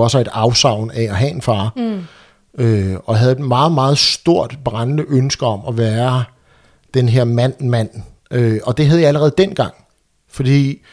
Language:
Danish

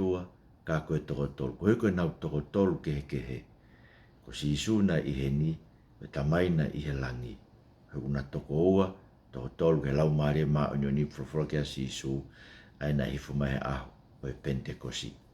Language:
Tongan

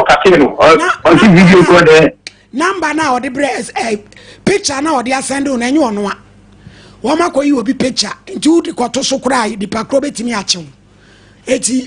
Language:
Akan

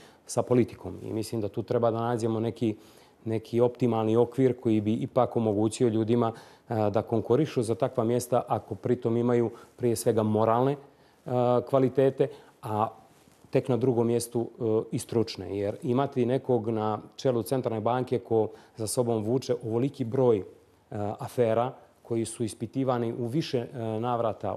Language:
Bosnian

